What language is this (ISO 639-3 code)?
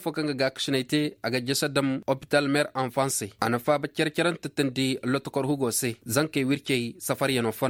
ses